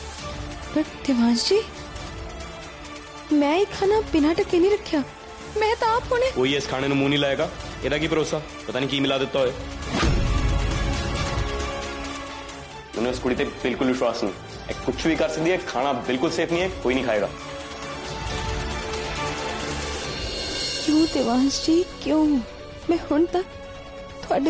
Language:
Punjabi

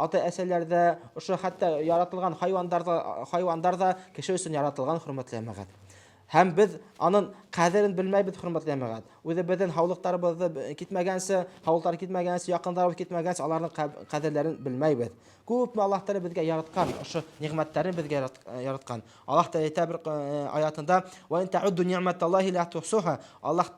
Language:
Bashkir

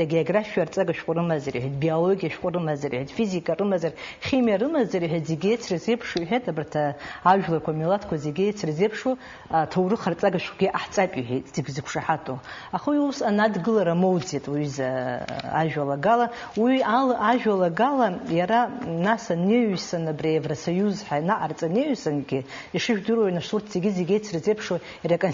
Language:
Abkhazian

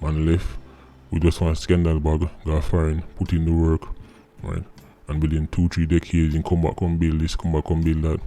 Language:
Jamaican Creole English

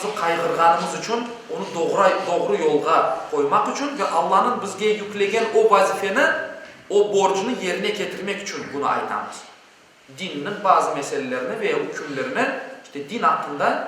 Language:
Crimean Tatar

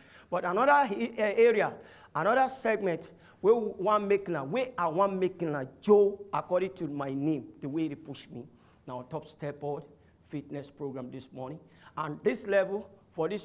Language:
Nigerian Pidgin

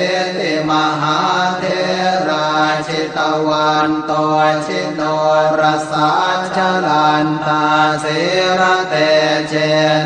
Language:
Pali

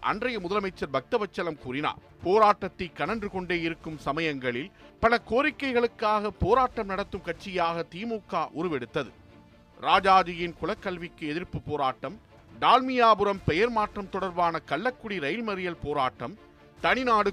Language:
Tamil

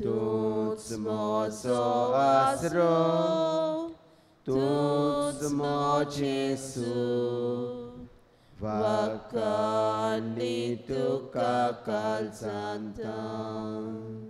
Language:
Konkani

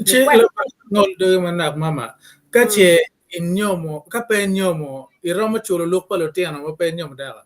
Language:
Acoli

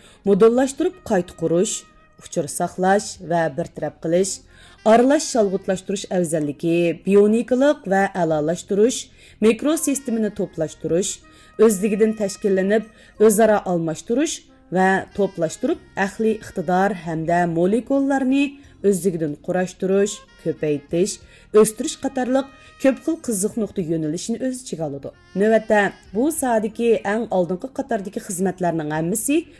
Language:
Uyghur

